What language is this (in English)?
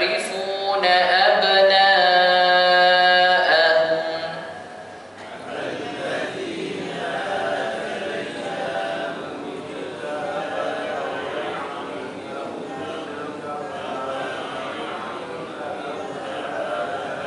Malay